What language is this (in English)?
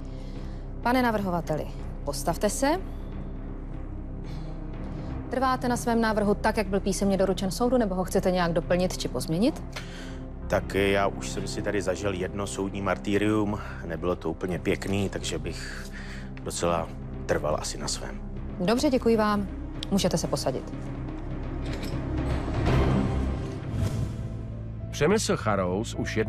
Czech